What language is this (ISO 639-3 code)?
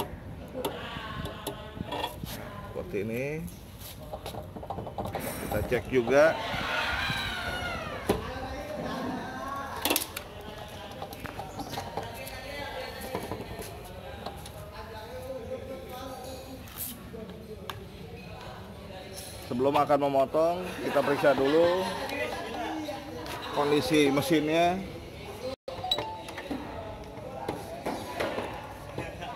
ind